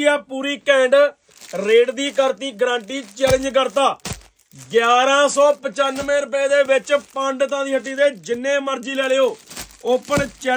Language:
Punjabi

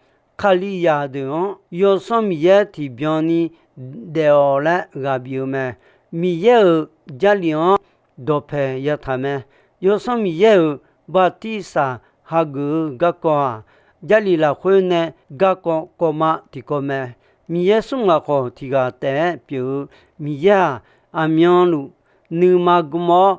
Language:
Akha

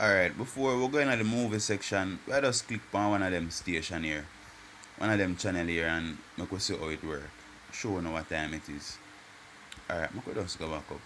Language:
Jamaican Creole English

